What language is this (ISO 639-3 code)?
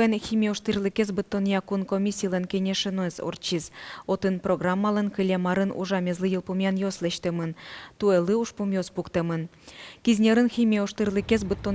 udm